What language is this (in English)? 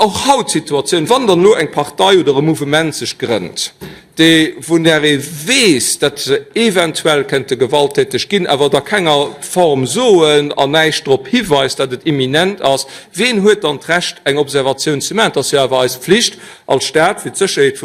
Luxembourgish